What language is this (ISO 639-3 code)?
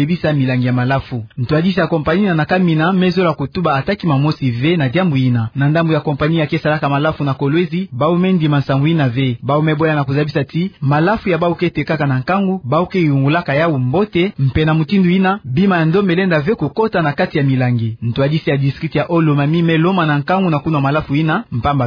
ktu